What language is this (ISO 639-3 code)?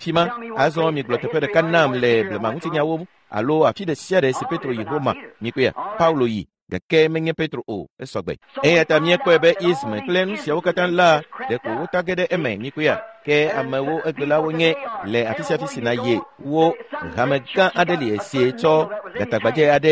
ewe